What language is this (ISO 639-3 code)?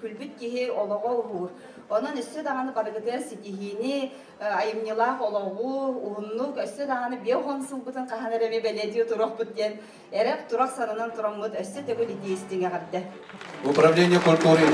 sah